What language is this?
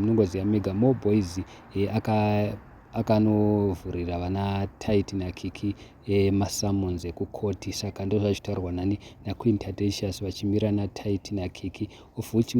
Shona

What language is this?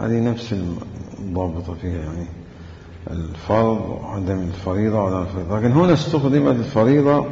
Mesopotamian Arabic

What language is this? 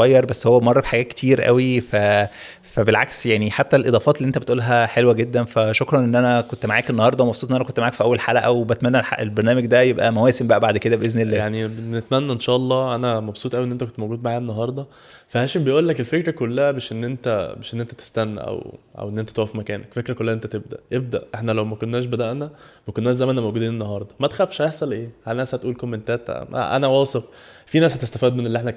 Egyptian Arabic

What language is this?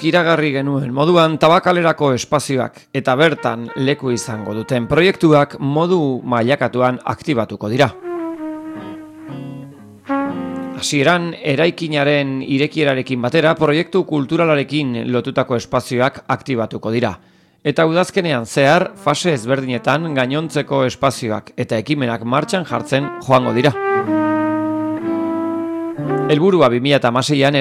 Basque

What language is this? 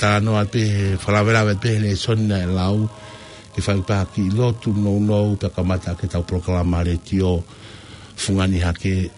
Tongan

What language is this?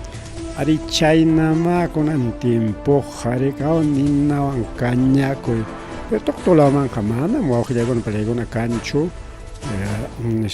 Ayacucho Quechua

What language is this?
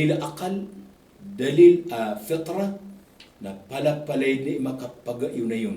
Maranao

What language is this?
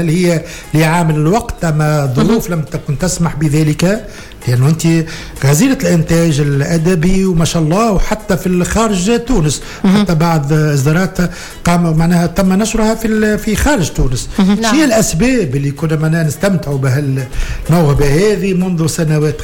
Tunisian Arabic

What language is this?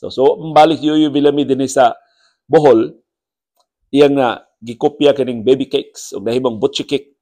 Cebuano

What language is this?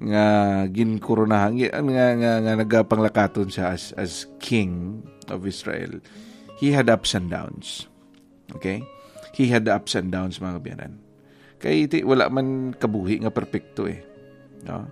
Hiligaynon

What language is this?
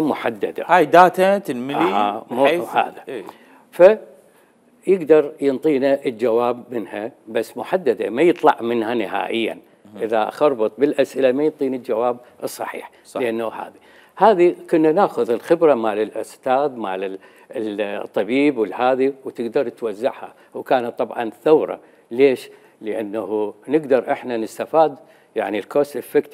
Mesopotamian Arabic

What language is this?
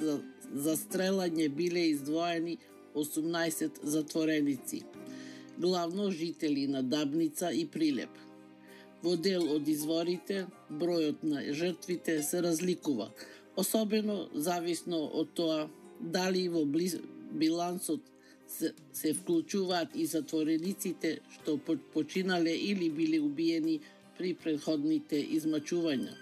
Macedonian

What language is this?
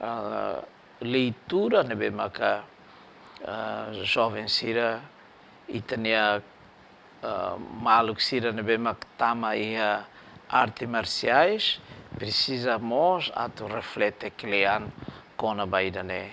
Tetum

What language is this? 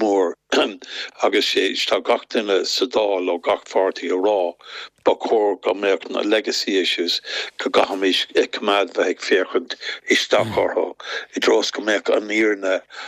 Irish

